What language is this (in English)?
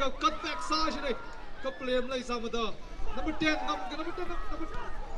Tangkhul Naga (India)